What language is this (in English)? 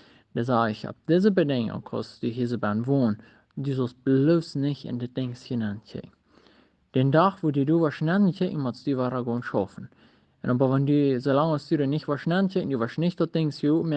Plautdietsch